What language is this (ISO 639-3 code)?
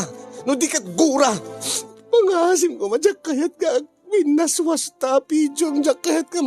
ilo